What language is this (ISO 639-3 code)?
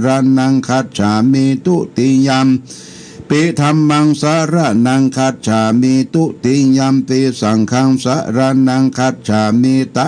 pli